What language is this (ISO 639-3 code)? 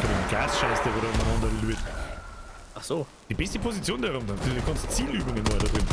bar